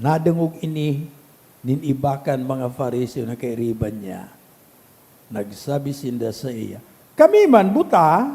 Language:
Bikol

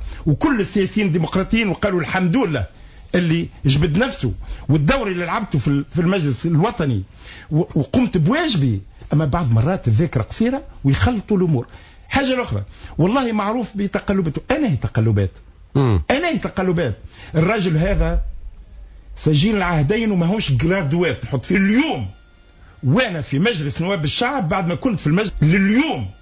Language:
Tunisian Arabic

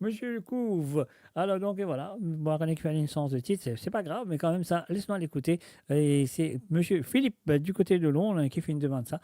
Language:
Morisyen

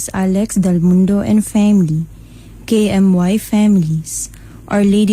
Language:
Cebuano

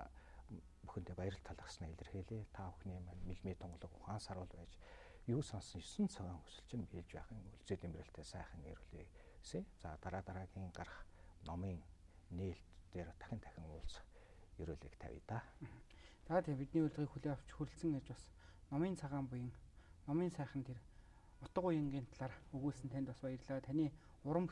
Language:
Mongolian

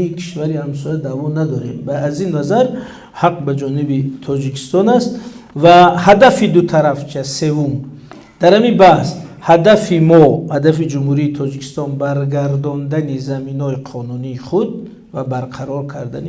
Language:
Tajik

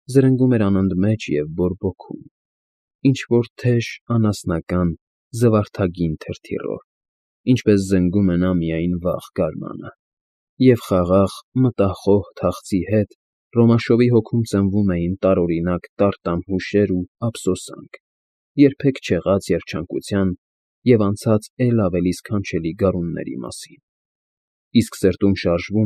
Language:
Armenian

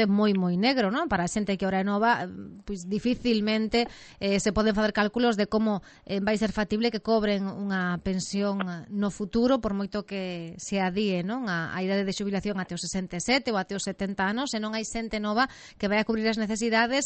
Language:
Galician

